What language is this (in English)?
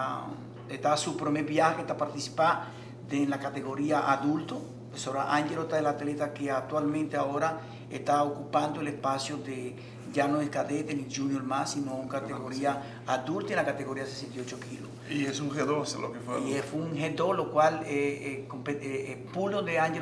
Papiamento